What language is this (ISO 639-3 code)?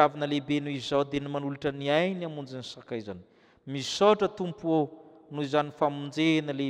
mlg